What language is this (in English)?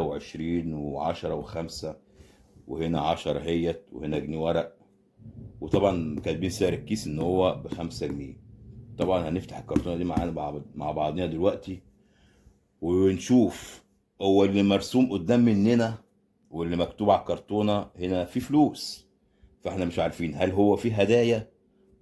Egyptian Arabic